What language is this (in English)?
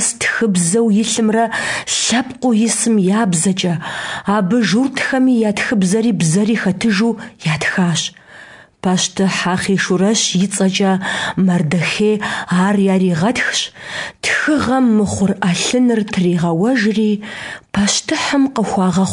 Kabardian